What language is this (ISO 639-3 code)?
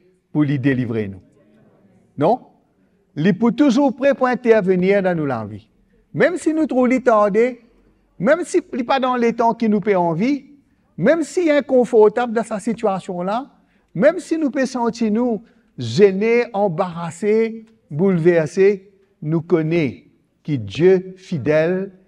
mfe